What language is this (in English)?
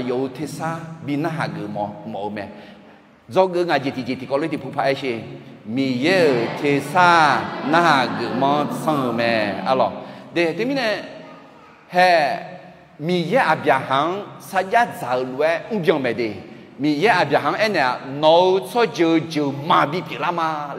Akha